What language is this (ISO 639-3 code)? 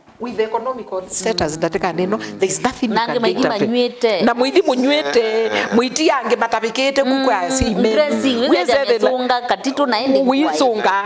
kam